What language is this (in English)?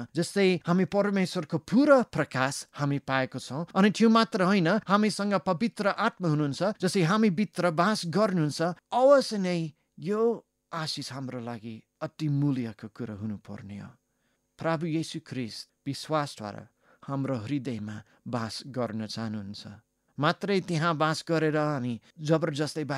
Nepali